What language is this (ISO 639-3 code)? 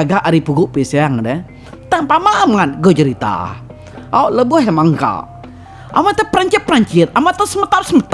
iba